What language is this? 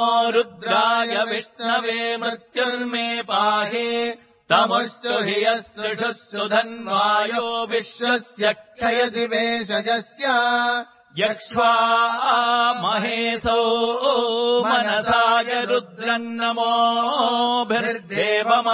Sanskrit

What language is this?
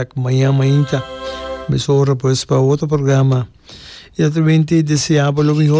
Papiamento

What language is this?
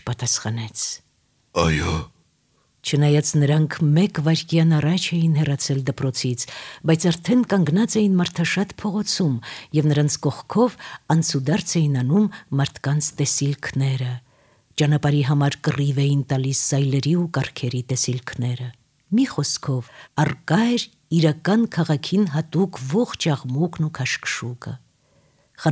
Armenian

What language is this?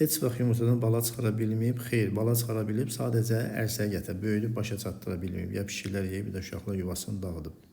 Azerbaijani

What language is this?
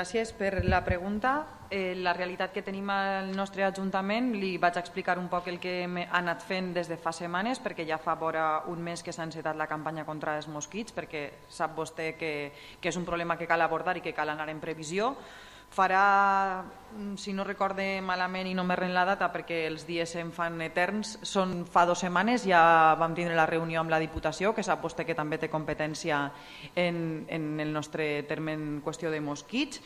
Catalan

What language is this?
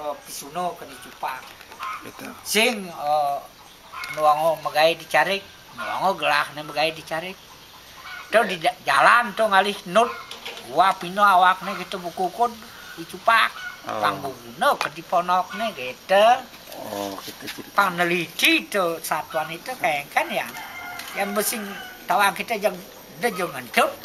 Balinese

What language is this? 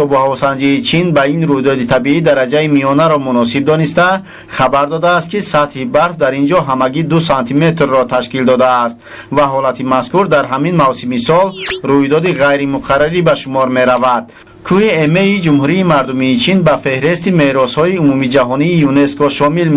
Tajik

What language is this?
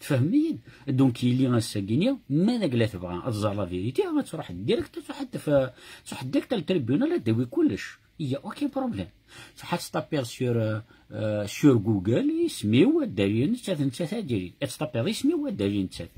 Kabyle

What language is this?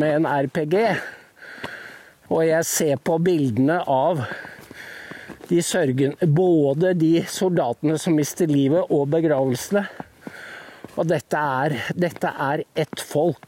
Norwegian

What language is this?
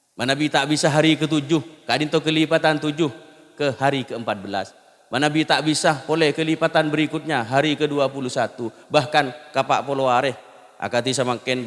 Madurese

